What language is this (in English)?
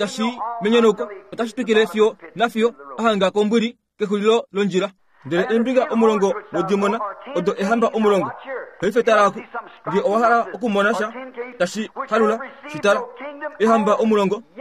Kuanyama